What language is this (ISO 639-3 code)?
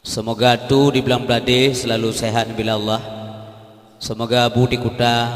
ace